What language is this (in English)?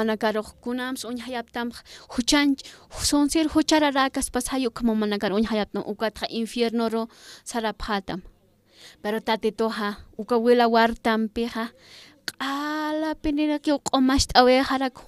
Aymara